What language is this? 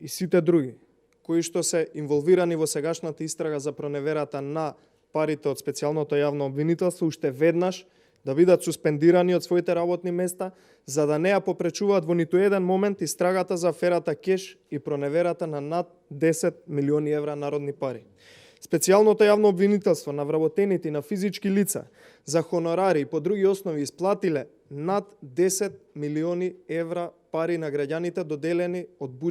Macedonian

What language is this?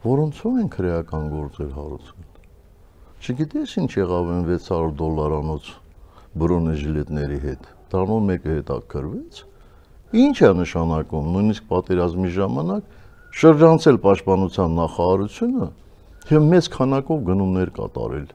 Armenian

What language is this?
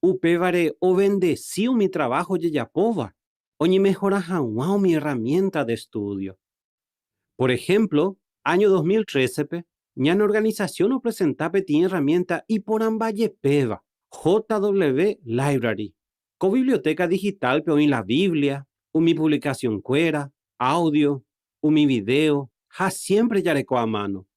Guarani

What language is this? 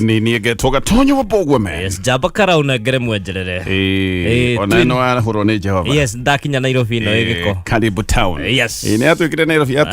Kikuyu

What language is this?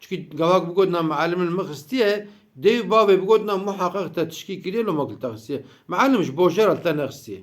Kurdish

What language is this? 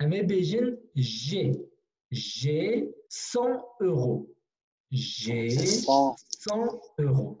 Kurdish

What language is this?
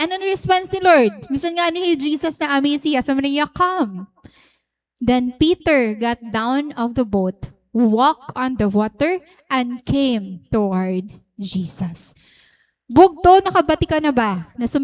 Waray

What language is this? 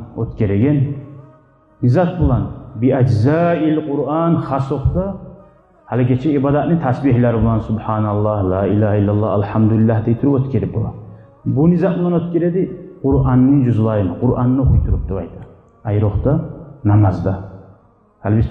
Kumyk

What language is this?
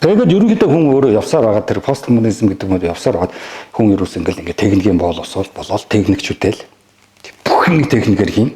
Mongolian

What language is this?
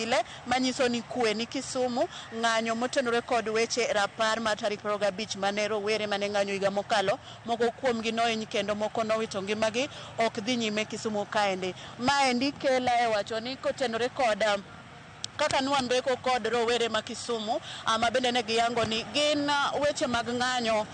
Luo (Kenya and Tanzania)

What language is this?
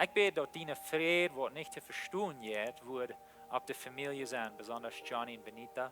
Plautdietsch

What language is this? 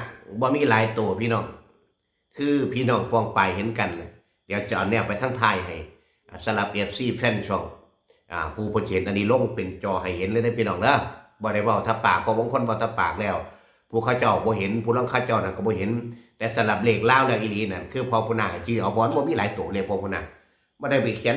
Northeastern Thai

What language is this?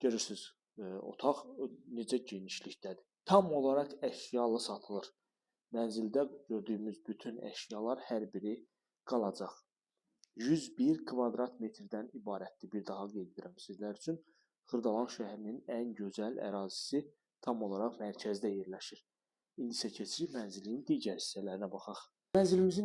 Azerbaijani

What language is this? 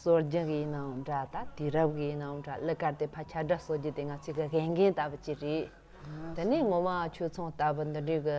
Tibetan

